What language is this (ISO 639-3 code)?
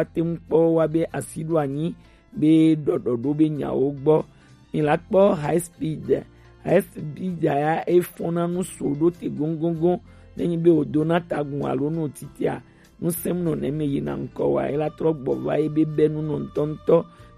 gej